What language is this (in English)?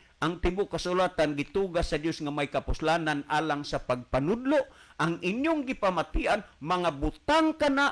Cebuano